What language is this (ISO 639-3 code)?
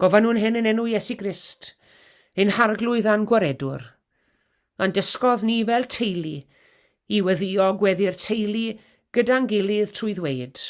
cym